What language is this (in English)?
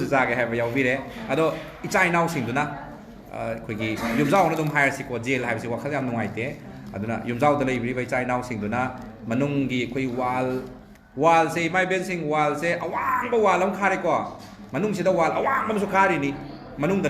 Manipuri